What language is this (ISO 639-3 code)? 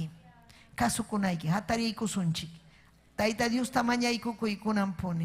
quy